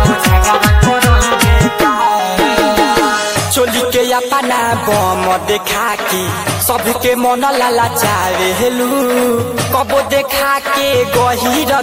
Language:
Bhojpuri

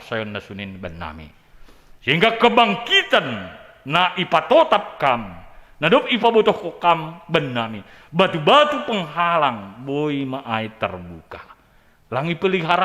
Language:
Batak Simalungun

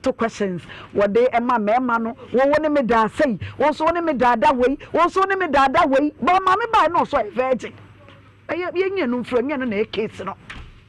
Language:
Akan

